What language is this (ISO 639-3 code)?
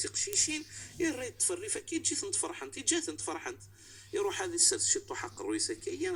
kab